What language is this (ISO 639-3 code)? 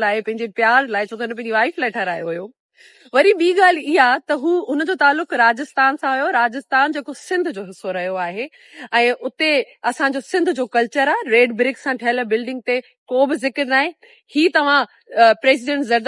snd